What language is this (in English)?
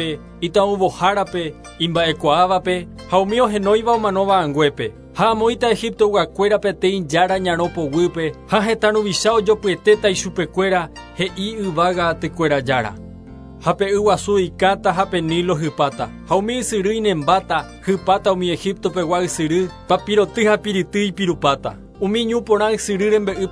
Guarani